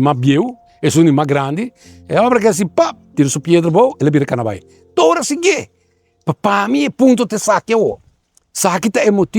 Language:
Papiamento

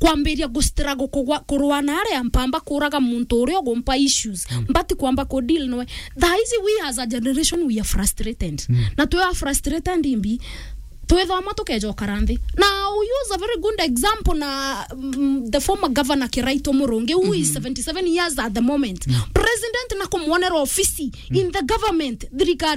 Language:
Meru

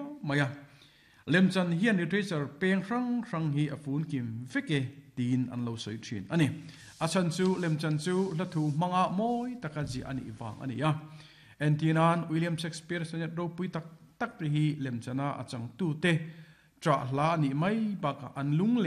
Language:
Mizo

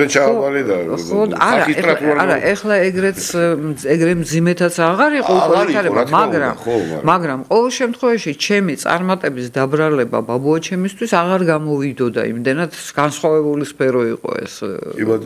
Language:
Georgian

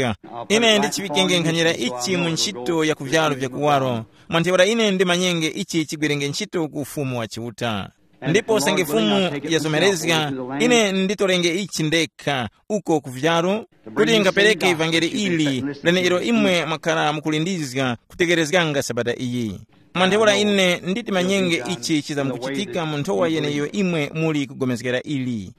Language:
Tumbuka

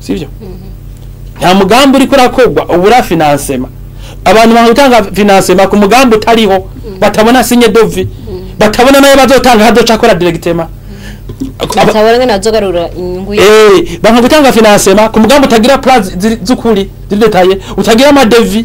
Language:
Rundi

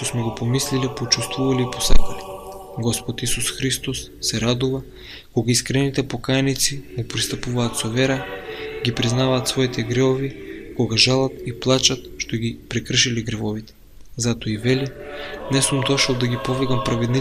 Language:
Macedonian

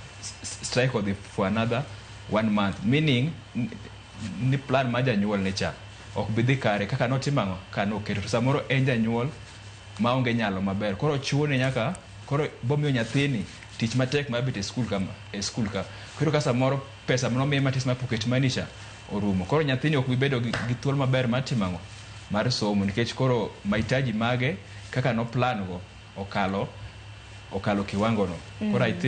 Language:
Luo (Kenya and Tanzania)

